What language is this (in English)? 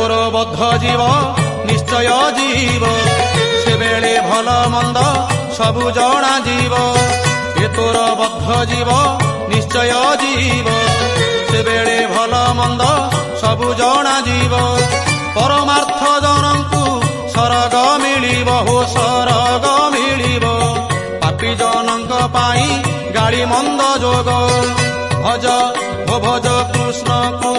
Odia